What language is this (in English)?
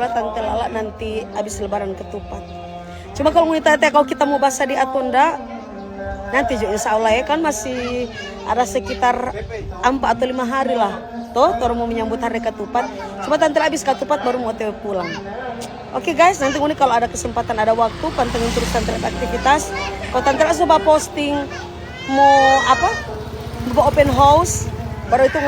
Manado Malay